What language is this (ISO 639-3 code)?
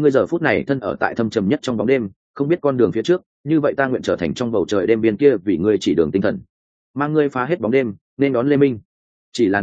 vie